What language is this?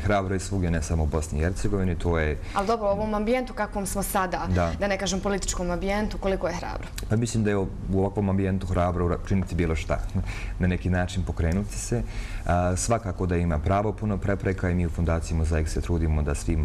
Bosnian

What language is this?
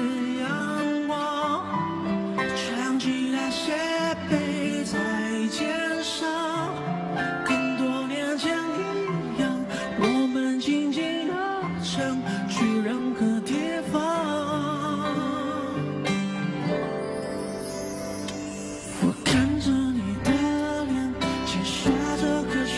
Chinese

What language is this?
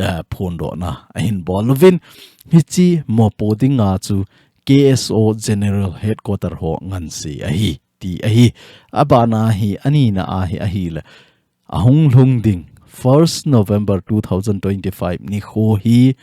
Thado Chin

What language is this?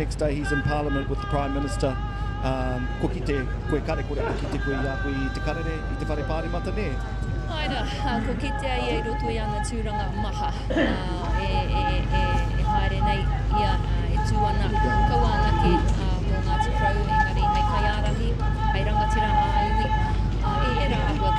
Māori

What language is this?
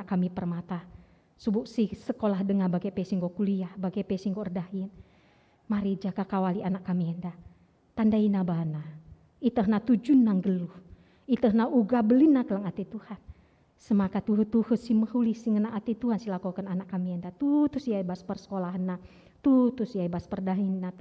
Batak Karo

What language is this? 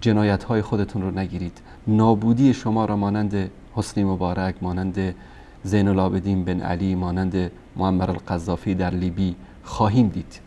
Persian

